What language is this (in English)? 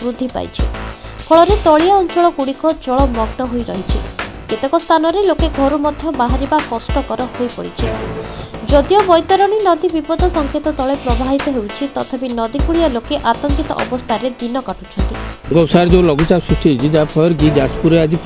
Odia